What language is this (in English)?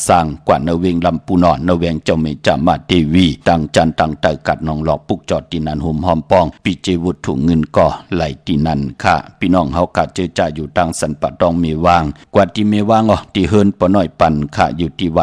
Shan